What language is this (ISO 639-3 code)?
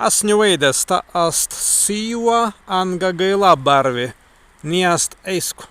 prg